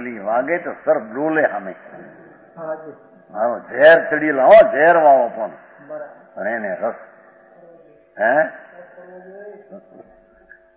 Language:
Gujarati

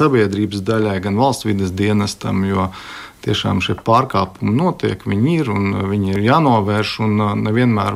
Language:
Latvian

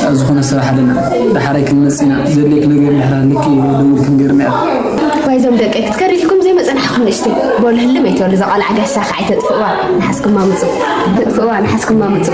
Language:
Tigrinya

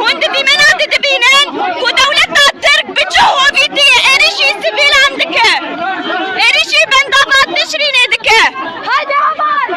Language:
Kurdish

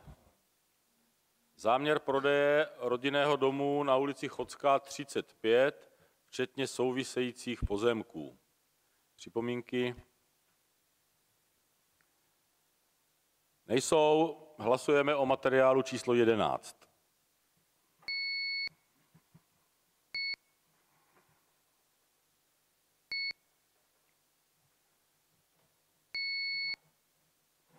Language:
Czech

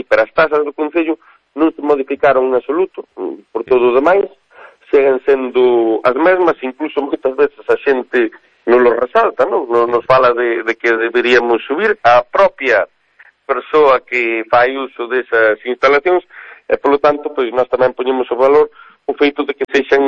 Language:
Galician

